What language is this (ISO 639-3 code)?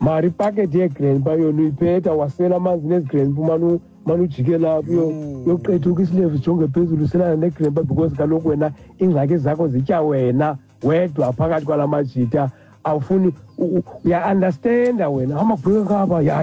xho